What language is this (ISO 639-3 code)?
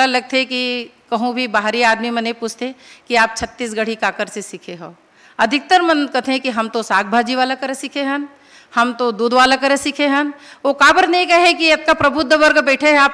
hne